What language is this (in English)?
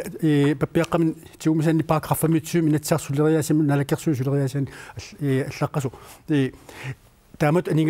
Kalaallisut